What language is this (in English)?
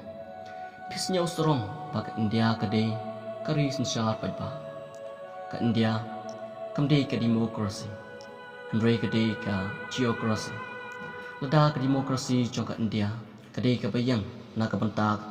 Khasi